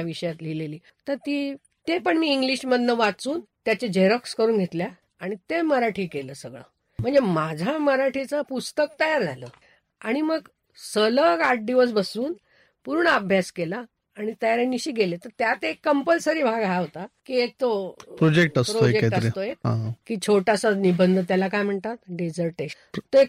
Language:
Marathi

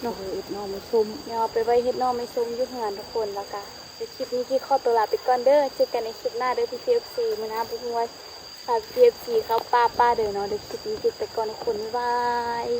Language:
Lao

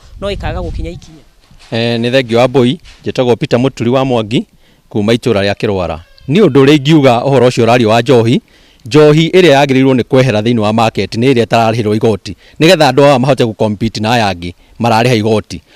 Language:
Kikuyu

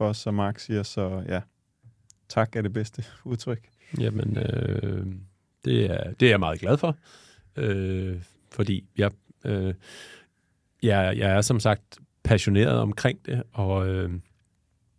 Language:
Danish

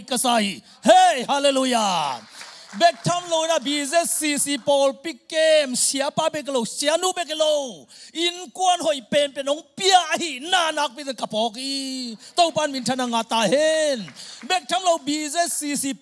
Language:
Tedim Chin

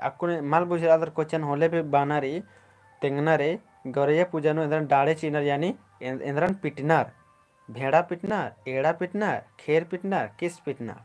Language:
Kurukh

